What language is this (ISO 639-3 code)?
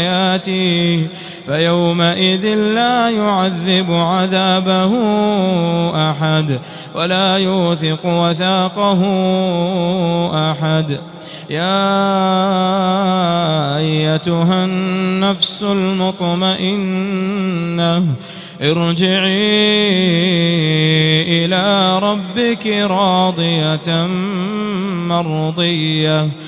ara